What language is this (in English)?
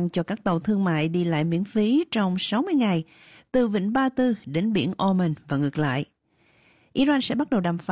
Vietnamese